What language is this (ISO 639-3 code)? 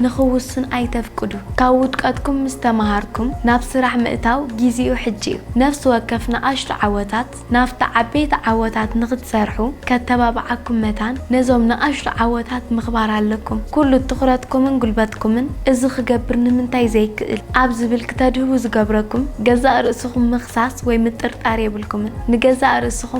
tir